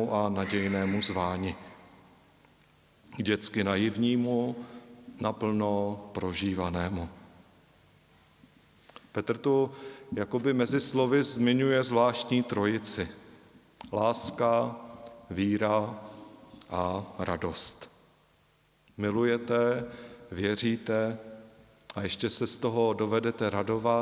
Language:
Czech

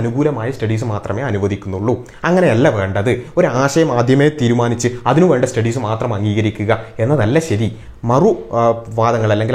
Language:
Malayalam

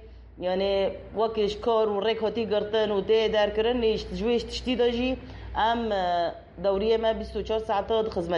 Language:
Kurdish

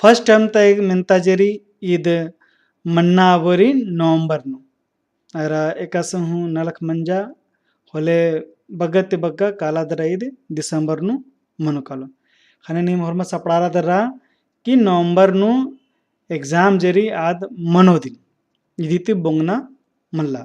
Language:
Kurukh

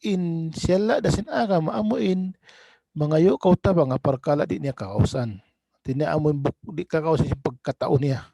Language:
Tausug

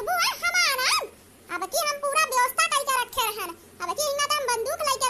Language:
Awadhi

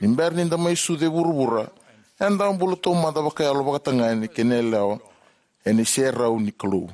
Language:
Fijian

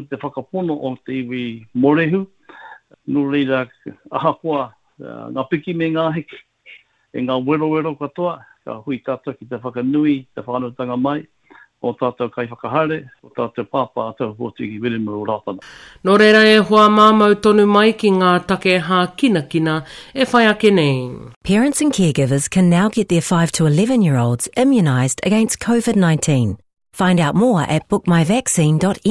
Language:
Māori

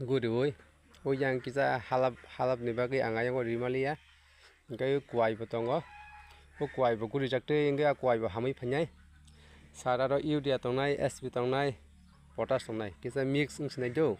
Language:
Kok Borok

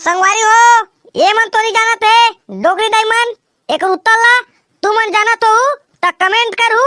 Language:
Chhattisgarhi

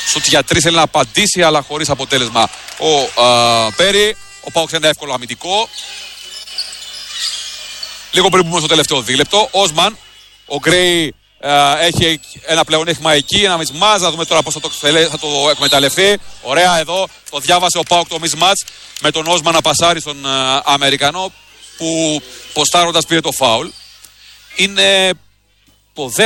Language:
Greek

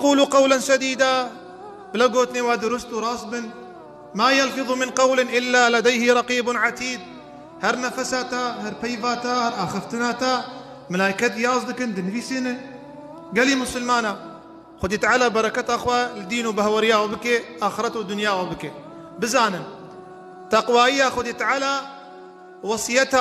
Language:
Kurdish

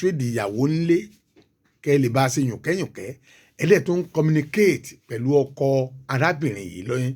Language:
Yoruba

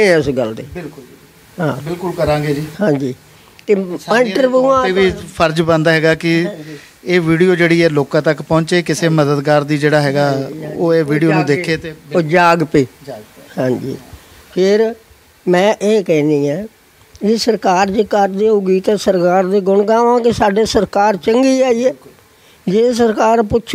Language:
Punjabi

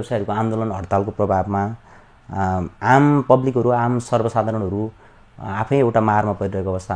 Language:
Nepali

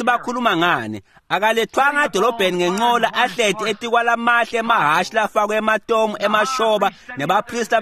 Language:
Swati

